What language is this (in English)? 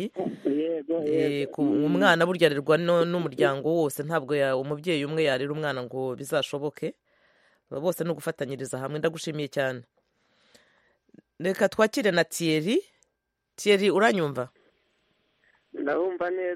Kinyarwanda